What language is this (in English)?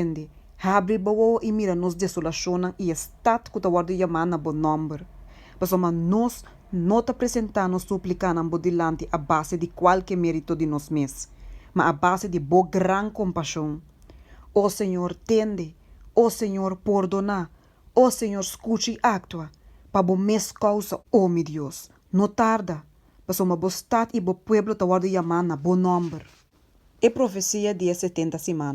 Papiamento